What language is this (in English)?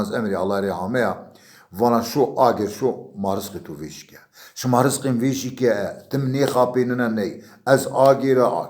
Zaza